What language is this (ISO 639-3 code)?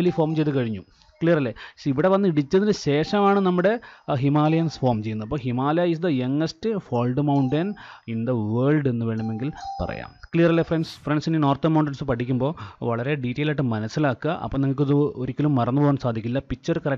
mal